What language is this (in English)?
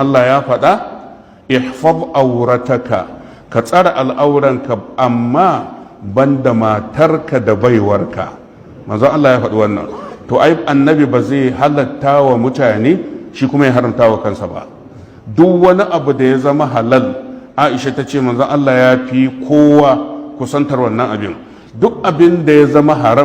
Hausa